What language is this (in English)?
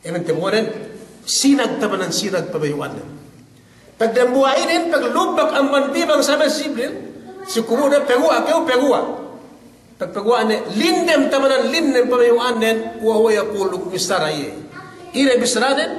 Yakan